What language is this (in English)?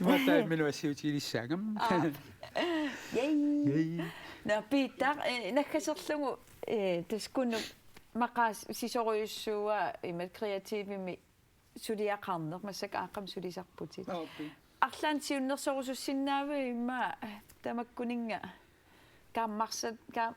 Kalaallisut